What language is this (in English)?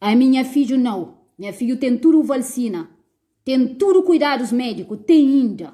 Kabuverdianu